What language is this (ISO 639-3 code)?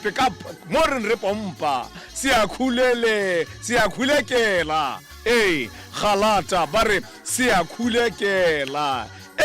tsn